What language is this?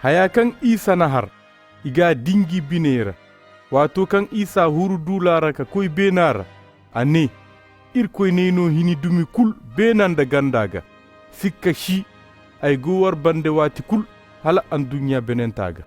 Zarma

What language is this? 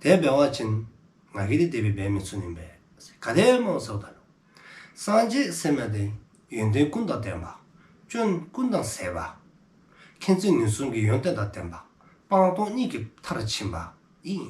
Dzongkha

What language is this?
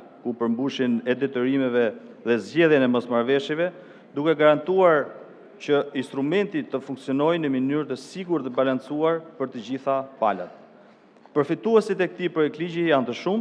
Albanian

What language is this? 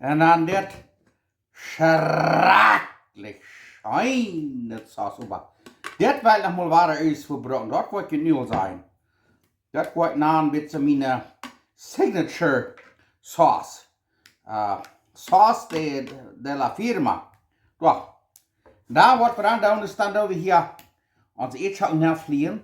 Plautdietsch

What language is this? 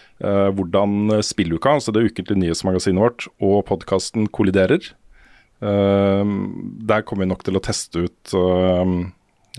Norwegian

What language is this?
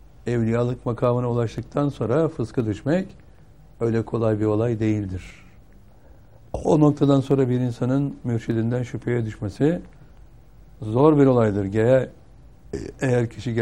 Turkish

